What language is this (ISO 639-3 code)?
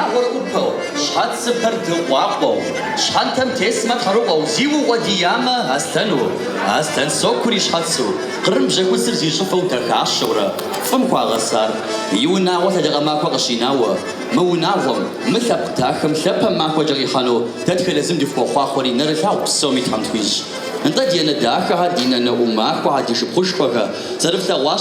kbd